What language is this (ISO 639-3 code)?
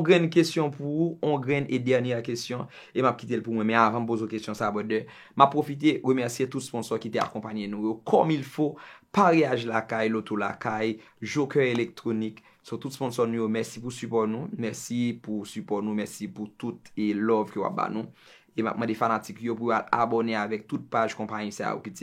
hat